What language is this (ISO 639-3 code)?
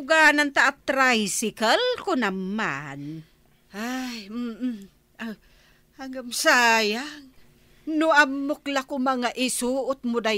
ilo